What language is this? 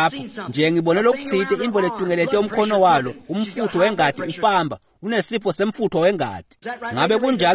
Swati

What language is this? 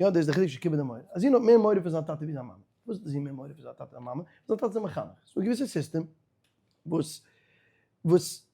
Yiddish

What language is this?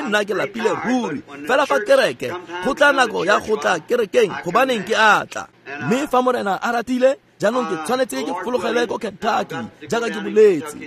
Tswana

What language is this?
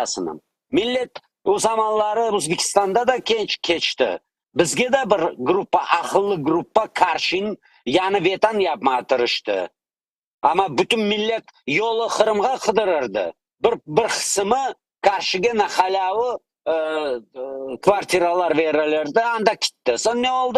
Crimean Tatar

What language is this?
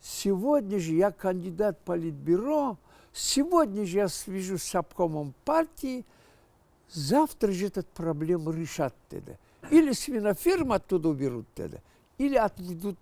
Crimean Tatar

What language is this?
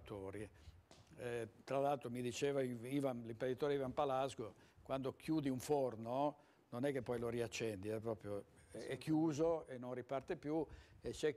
Italian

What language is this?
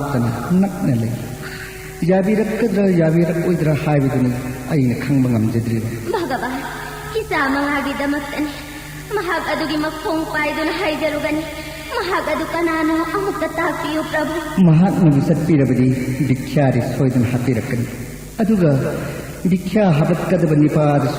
Manipuri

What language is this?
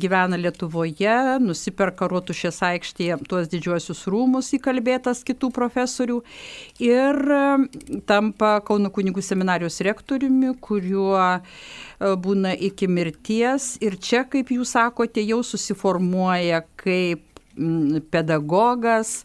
Lithuanian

